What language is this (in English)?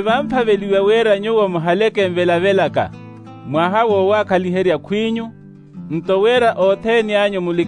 Makhuwa